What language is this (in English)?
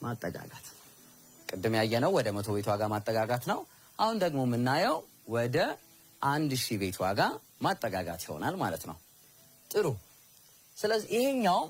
Amharic